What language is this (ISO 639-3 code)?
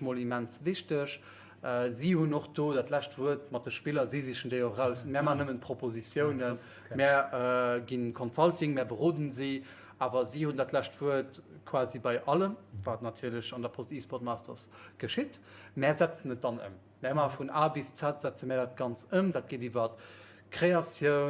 ltz